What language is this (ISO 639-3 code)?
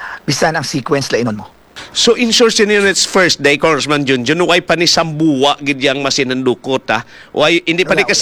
hil